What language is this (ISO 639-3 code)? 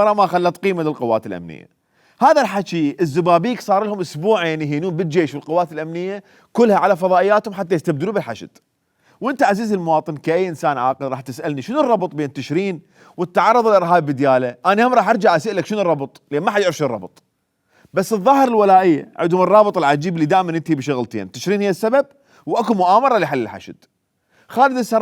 acm